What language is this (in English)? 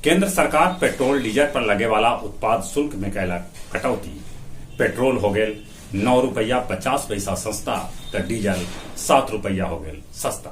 Magahi